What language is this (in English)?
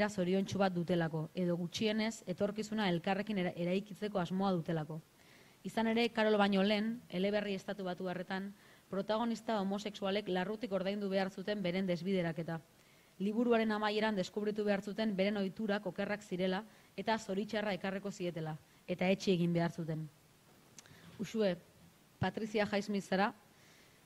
Basque